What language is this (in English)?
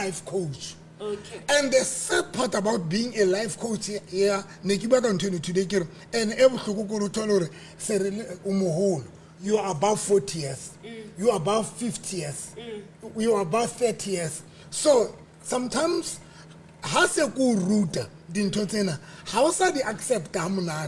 Southern Sotho